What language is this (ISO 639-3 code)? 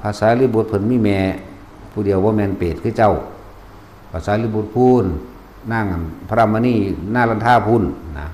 tts